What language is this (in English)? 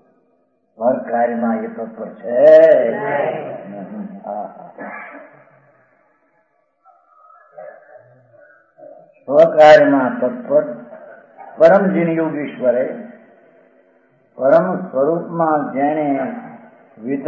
Gujarati